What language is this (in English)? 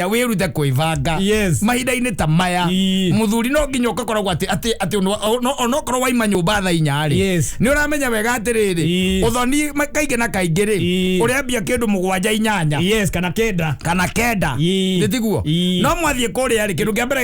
Kikuyu